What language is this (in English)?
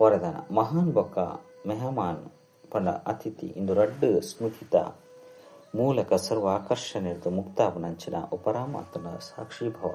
Tulu